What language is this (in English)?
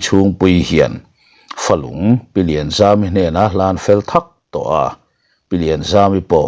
Mizo